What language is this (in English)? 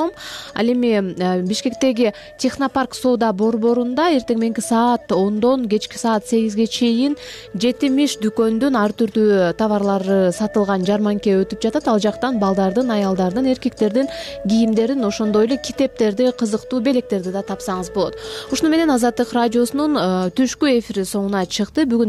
Kyrgyz